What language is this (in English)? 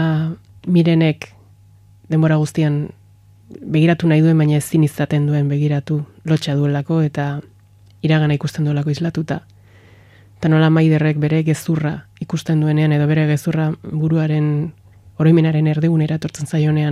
Basque